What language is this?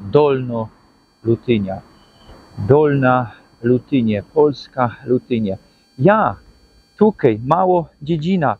Silesian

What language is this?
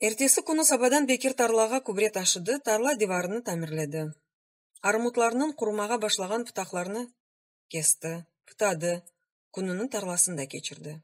Crimean Tatar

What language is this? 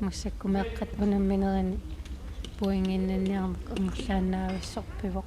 Kalaallisut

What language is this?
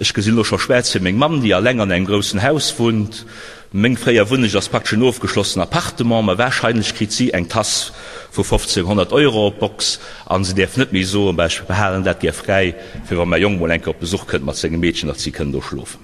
Luxembourgish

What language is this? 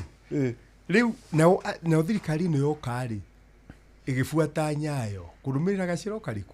Kikuyu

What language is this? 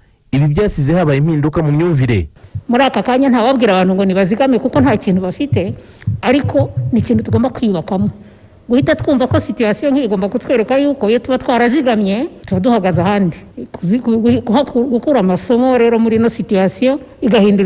Kinyarwanda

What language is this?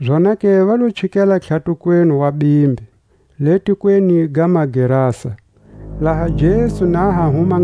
Tswa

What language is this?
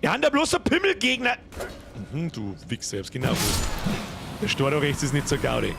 Bavarian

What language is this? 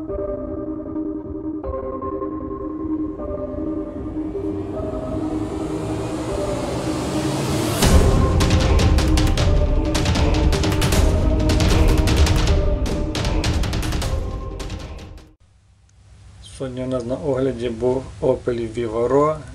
Ukrainian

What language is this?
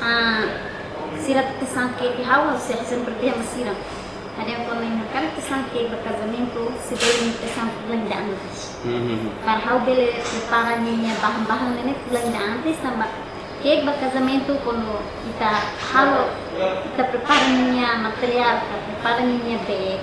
Tetum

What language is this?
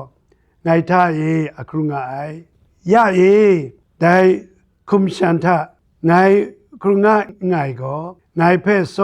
Kachin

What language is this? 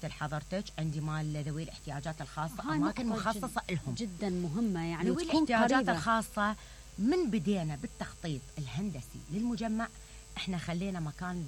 Mesopotamian Arabic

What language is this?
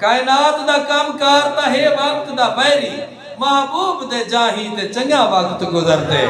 Saraiki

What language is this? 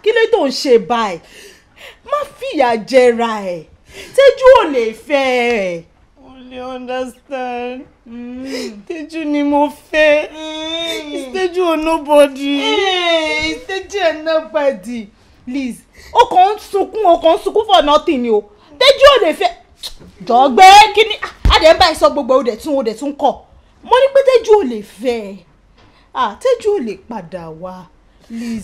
Yoruba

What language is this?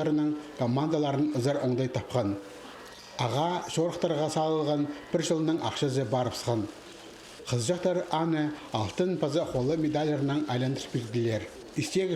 Khakas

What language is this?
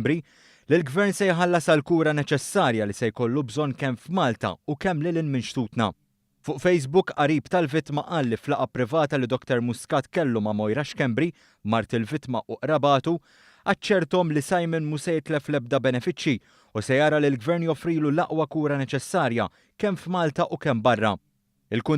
Maltese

